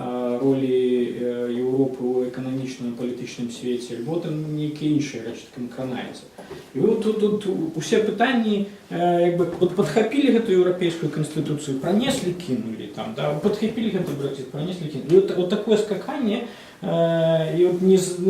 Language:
Belarusian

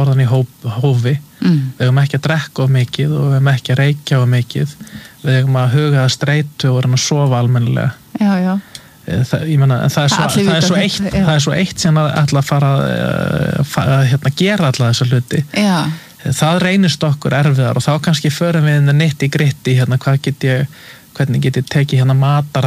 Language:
Icelandic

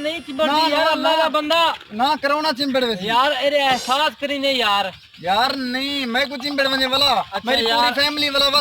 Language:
Saraiki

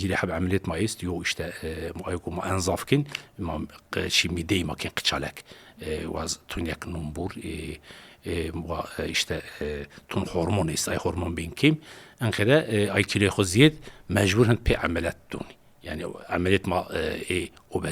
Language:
Zaza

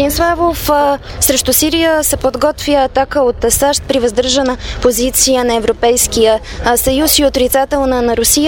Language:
Bulgarian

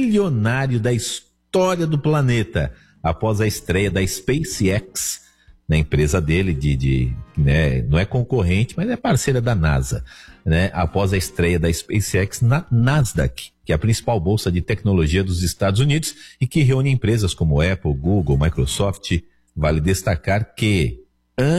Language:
Portuguese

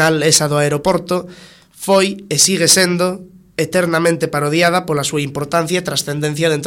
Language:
Galician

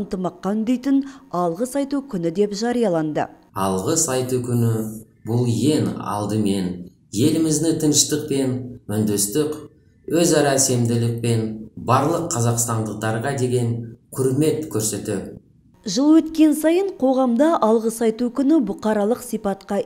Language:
Kazakh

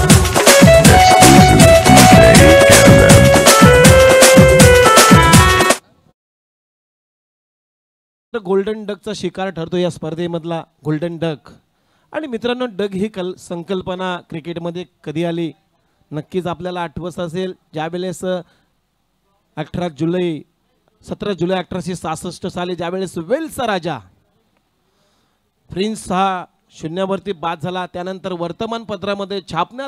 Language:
Marathi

